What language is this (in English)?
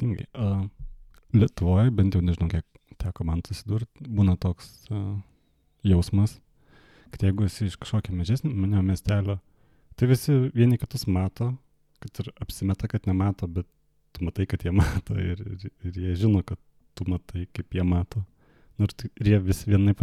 Lithuanian